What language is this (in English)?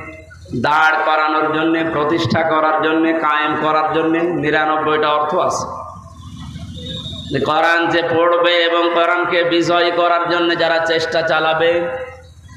Bangla